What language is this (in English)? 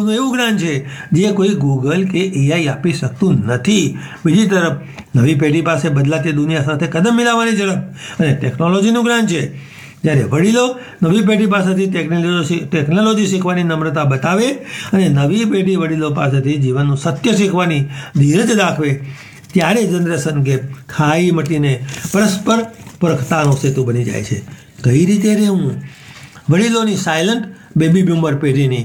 Gujarati